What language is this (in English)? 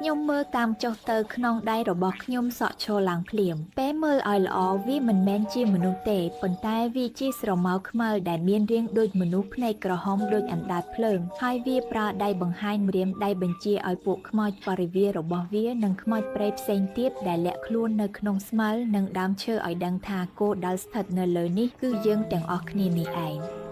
Khmer